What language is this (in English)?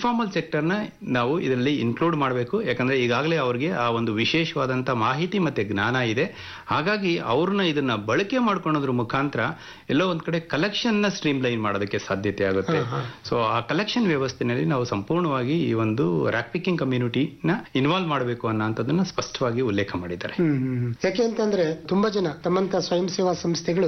Kannada